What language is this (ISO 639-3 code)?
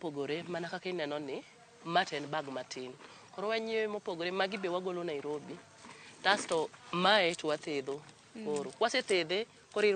luo